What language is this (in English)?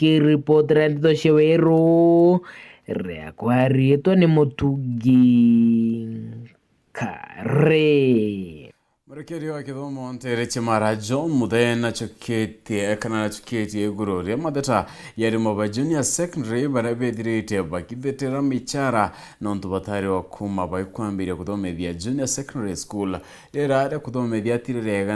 Meru